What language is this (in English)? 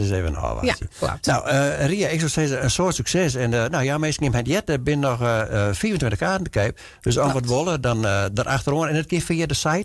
Western Frisian